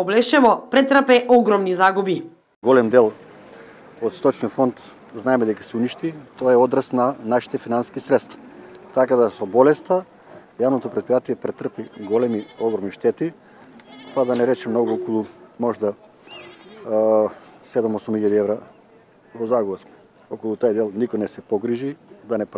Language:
Macedonian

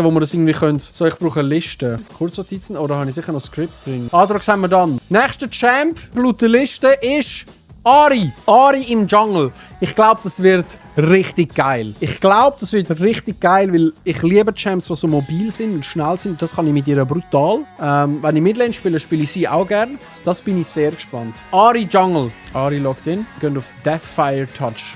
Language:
Swiss German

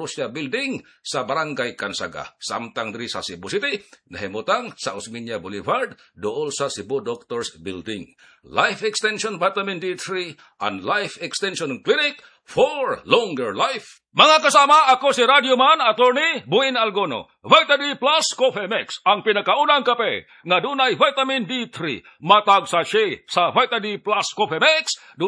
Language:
Cebuano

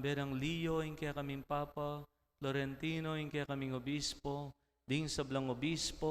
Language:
Pampanga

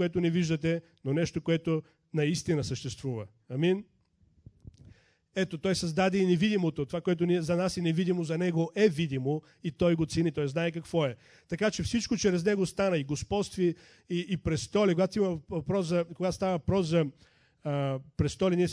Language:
Bulgarian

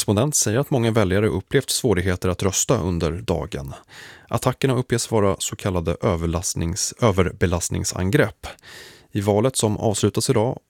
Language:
Swedish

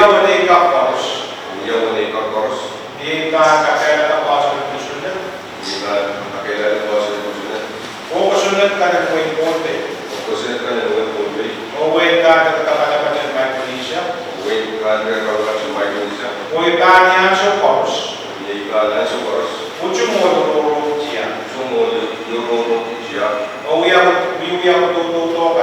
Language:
Pohnpeian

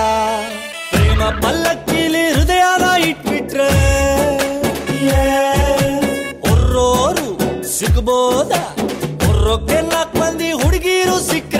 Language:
Kannada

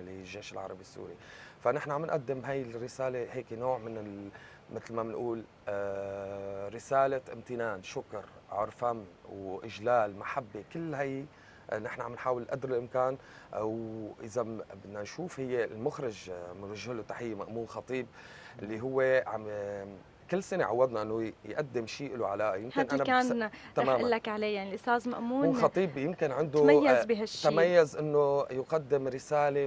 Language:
North Levantine Arabic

